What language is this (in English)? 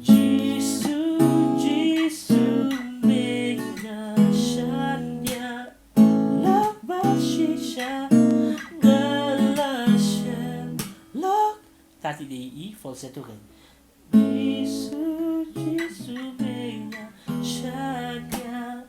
Khasi